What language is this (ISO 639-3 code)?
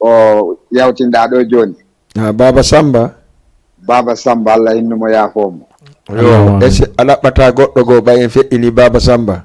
ful